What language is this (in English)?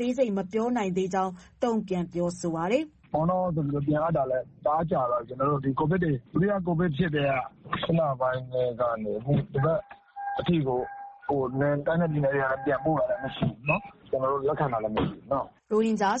Burmese